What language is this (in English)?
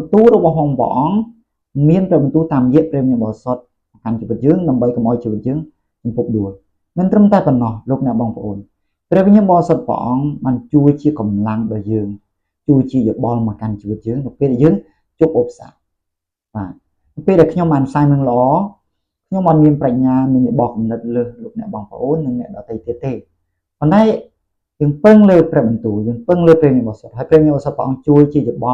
Khmer